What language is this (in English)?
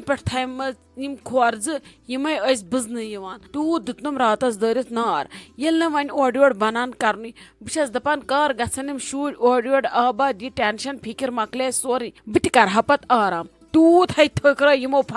Kashmiri